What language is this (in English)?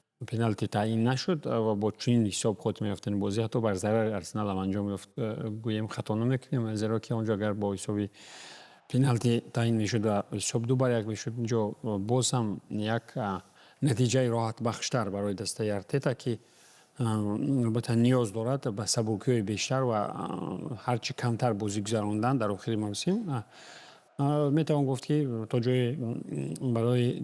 Tajik